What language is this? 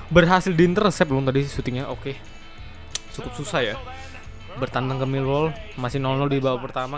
Indonesian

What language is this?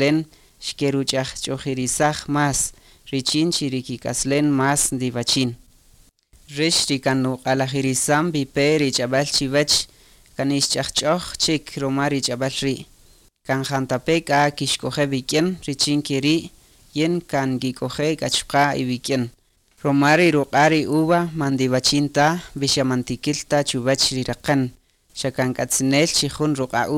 Kaqchikel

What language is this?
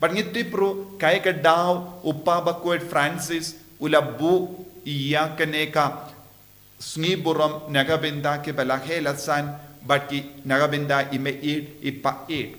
Khasi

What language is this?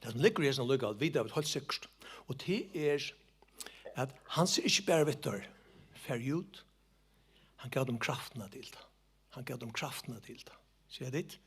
Faroese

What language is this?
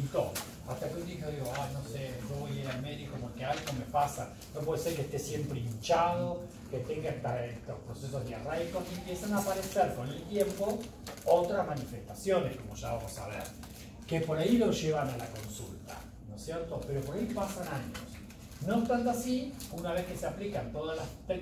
Spanish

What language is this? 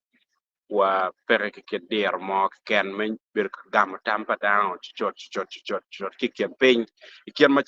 Acoli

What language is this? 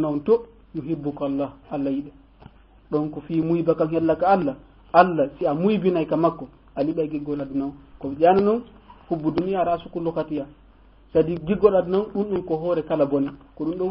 Fula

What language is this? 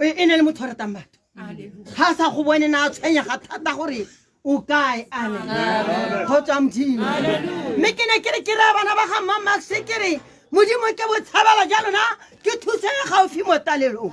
Tswana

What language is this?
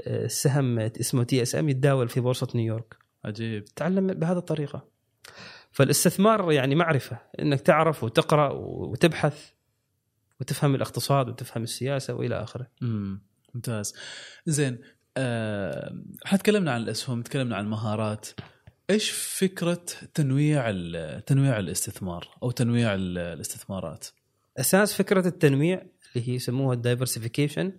Gulf Arabic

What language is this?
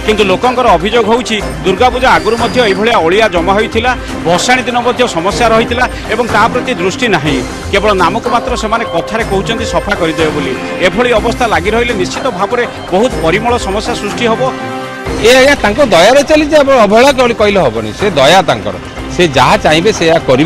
Odia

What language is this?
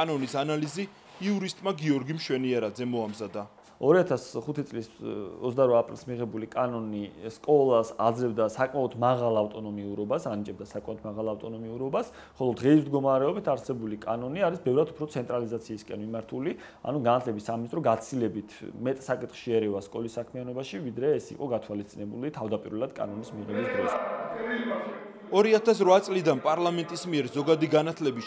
Georgian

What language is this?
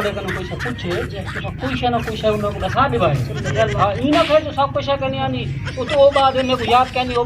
Saraiki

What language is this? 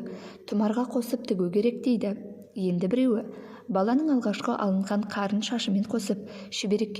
Kazakh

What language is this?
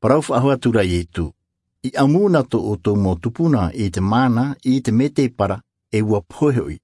Tahitian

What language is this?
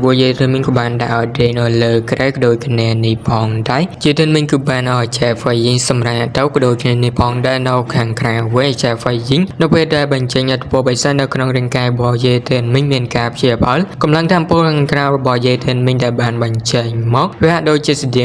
Khmer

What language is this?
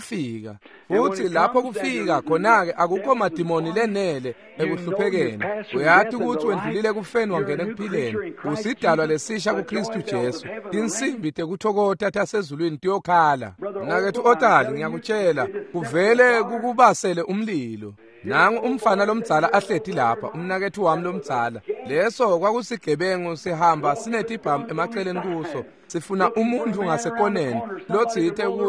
Swati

